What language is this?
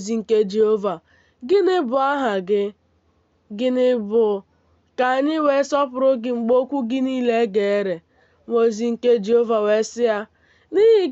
Igbo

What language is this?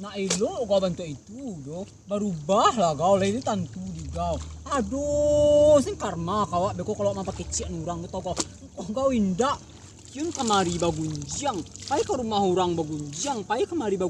Minangkabau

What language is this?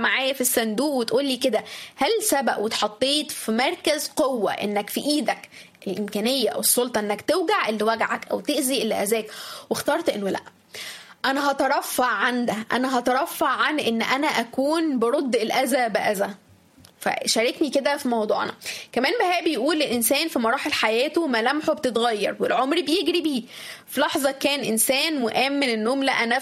Egyptian Arabic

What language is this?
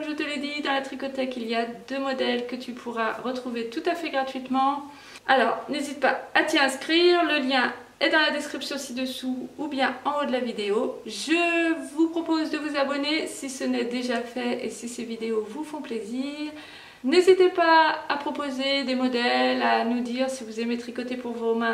French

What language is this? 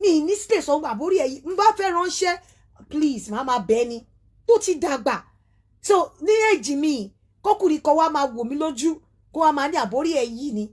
Yoruba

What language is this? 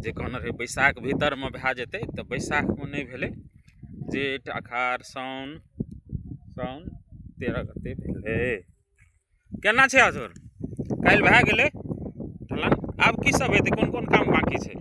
Maithili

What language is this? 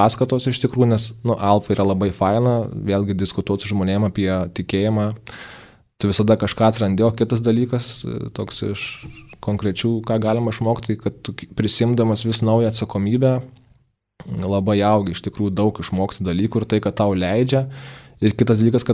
Lithuanian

